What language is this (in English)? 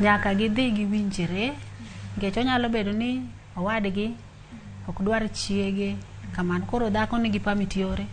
Luo (Kenya and Tanzania)